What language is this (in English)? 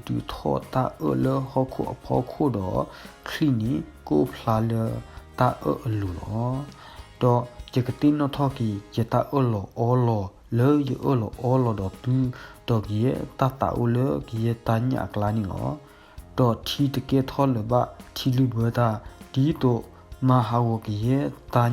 S'gaw Karen